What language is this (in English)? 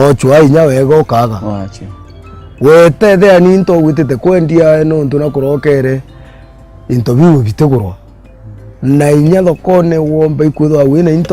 Meru